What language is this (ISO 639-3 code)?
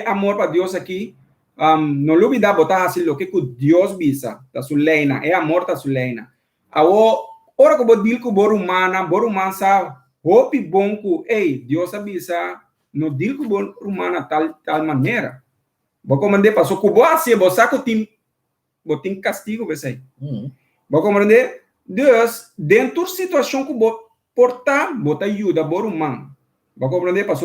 pap